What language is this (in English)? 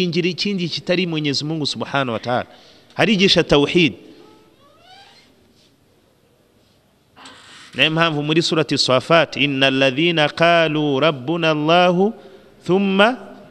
Kinyarwanda